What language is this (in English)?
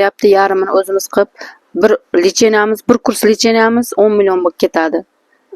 Uzbek